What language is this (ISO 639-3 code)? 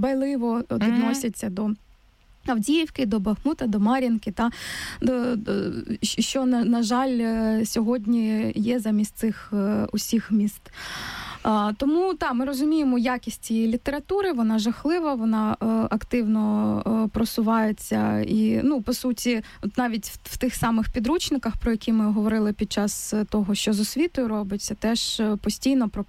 ukr